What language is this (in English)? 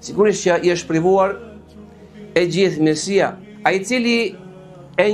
Albanian